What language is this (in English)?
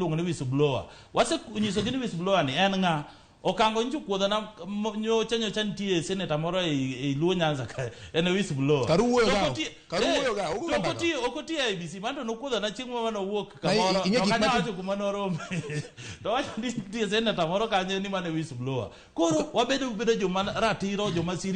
Luo (Kenya and Tanzania)